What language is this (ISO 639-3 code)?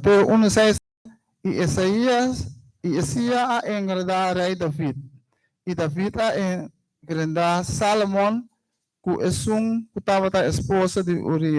pap